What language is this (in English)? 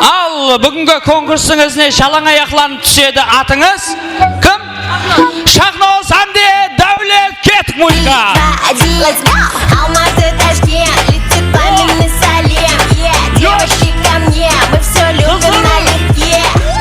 Kara-Kalpak